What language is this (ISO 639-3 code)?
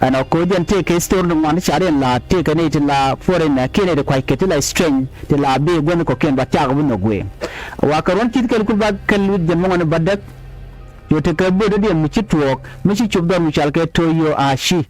nus